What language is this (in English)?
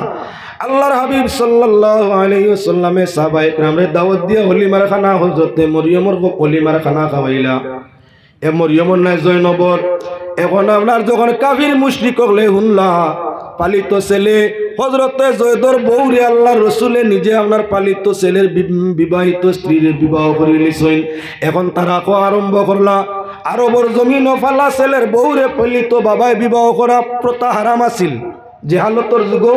Sylheti